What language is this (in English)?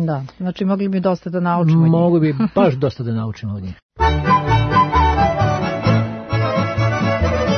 Serbian